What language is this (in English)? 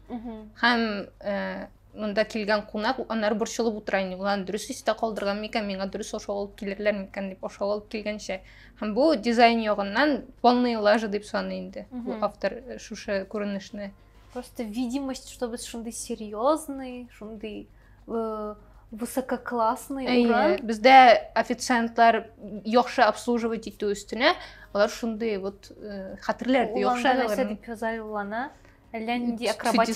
Tatar